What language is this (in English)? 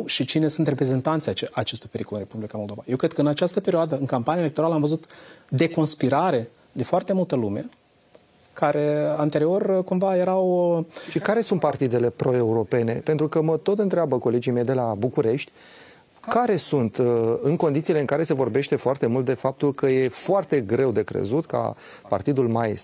Romanian